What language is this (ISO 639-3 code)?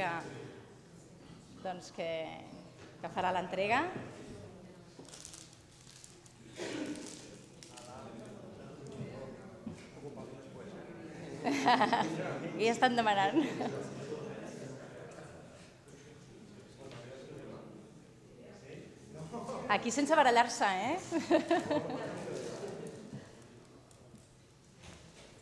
cat